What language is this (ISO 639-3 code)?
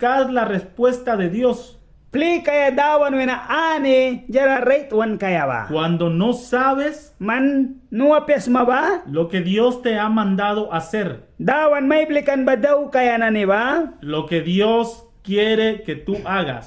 miq